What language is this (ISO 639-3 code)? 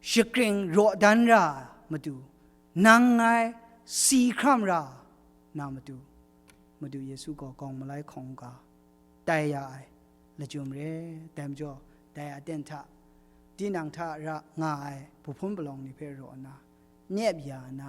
kac